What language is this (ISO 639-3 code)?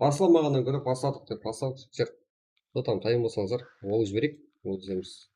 kaa